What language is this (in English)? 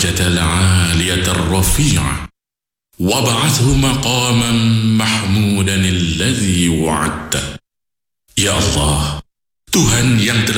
Malay